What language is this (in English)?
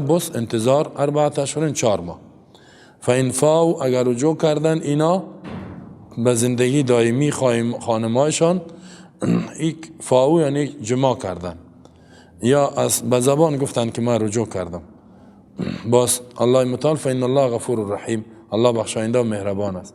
Persian